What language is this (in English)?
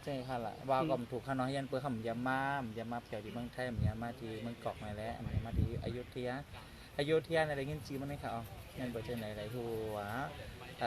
Shan